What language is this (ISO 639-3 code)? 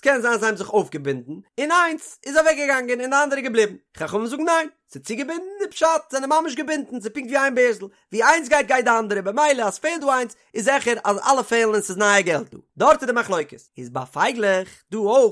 yid